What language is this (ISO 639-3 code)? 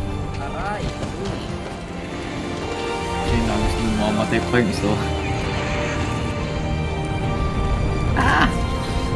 fil